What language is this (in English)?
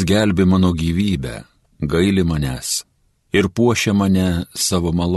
Lithuanian